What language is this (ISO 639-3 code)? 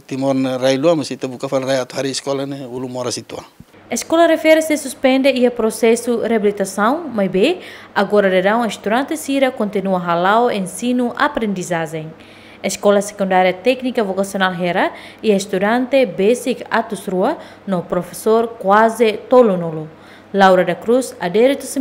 tet